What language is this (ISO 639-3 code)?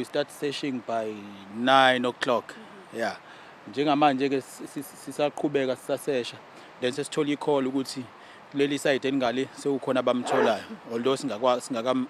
zul